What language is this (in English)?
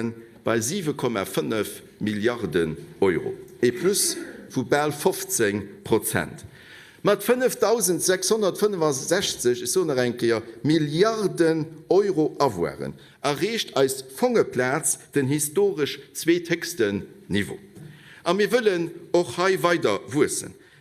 Luxembourgish